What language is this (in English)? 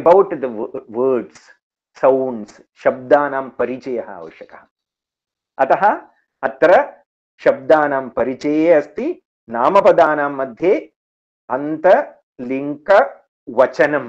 Sanskrit